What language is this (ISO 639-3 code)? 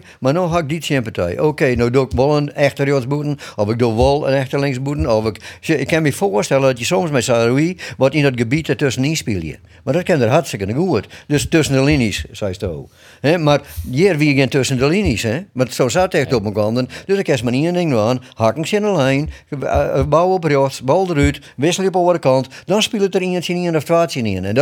fry